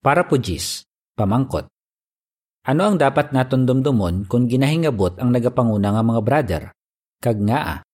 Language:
Hiligaynon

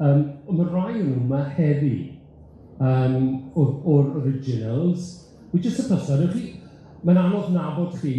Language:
Welsh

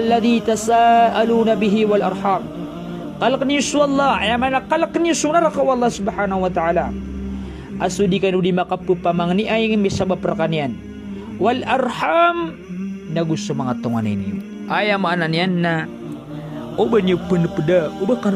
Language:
Maranao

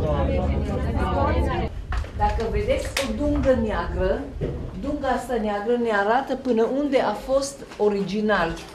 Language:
Romanian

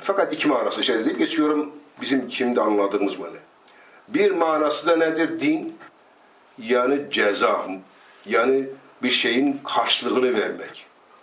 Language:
Turkish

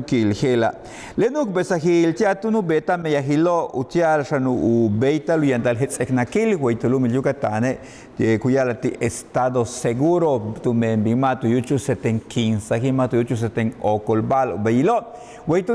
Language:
Yucateco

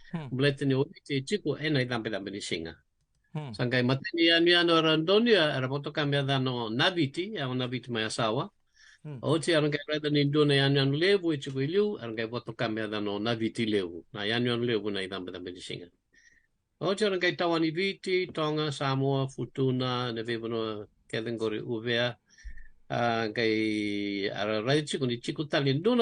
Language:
Fijian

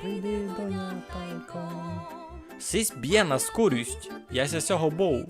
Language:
Rusyn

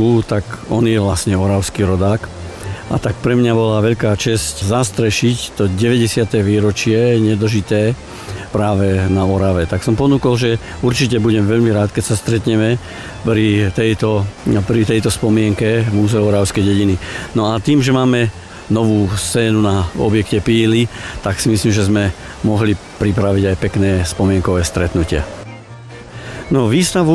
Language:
Slovak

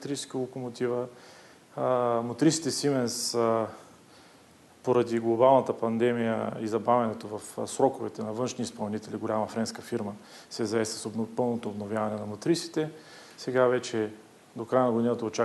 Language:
Bulgarian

